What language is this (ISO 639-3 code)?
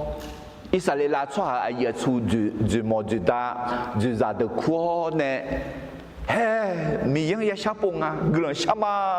ahk